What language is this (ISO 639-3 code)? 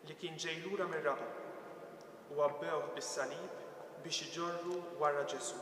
mlt